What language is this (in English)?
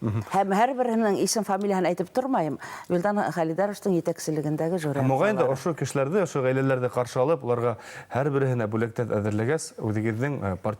Bashkir